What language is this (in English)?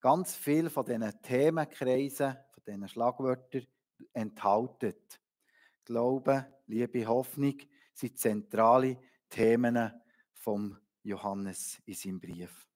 Swiss German